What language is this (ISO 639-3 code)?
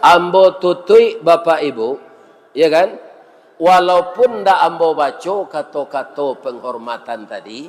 min